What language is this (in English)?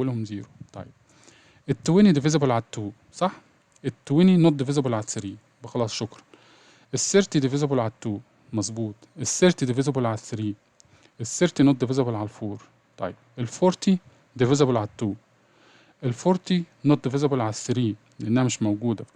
Egyptian Arabic